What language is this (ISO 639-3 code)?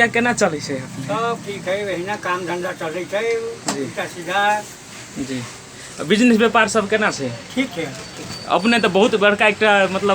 mai